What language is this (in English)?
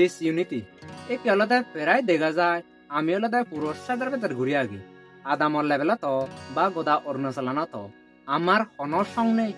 Chakma